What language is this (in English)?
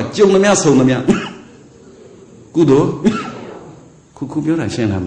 Burmese